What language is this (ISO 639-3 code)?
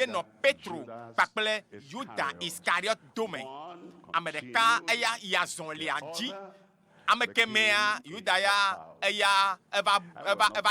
ewe